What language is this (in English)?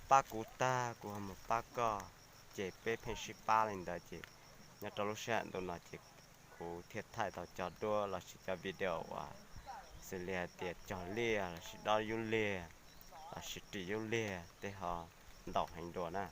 Hmong